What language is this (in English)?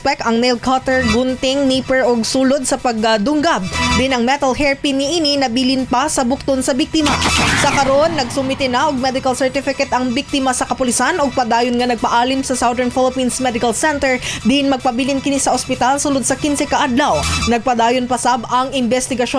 Cebuano